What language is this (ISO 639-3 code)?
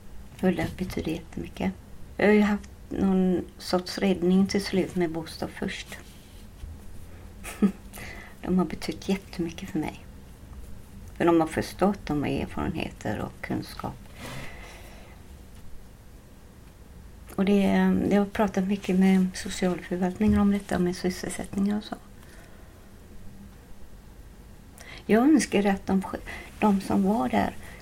swe